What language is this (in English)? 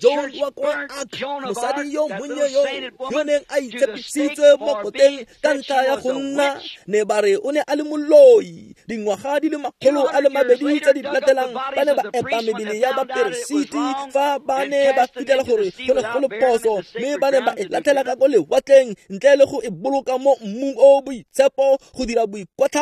Tswana